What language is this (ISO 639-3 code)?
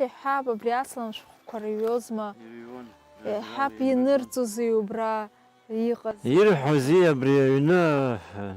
abk